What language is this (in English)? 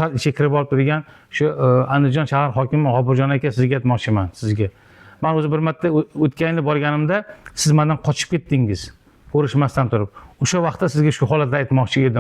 Uzbek